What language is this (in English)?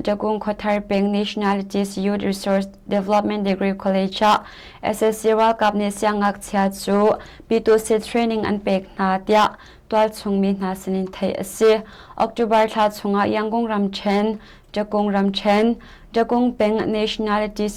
Hakha Chin